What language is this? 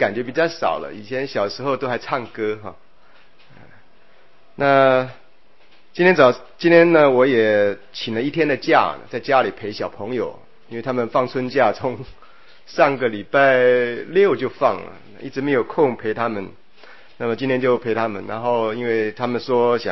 Chinese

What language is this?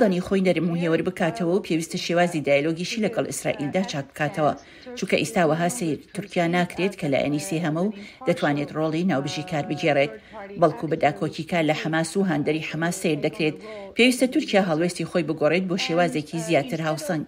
Central Kurdish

